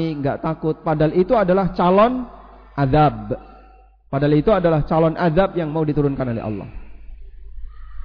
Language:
Indonesian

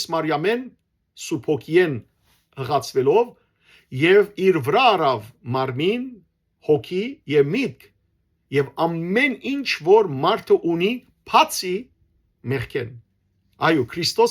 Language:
Western Armenian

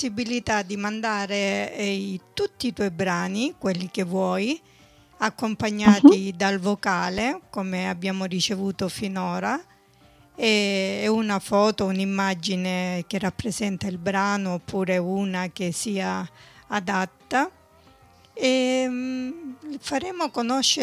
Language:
Italian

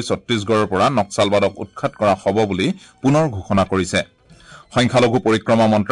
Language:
Assamese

